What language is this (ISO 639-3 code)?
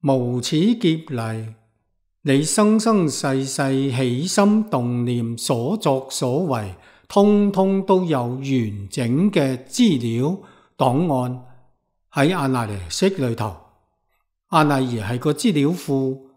yue